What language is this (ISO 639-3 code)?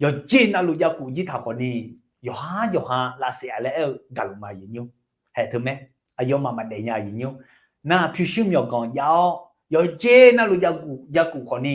ahk